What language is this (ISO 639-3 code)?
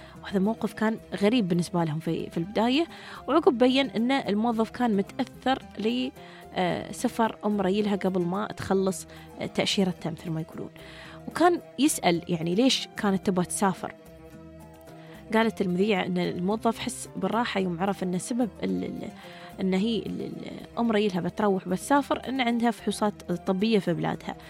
afb